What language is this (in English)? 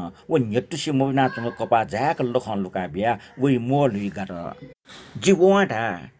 Newari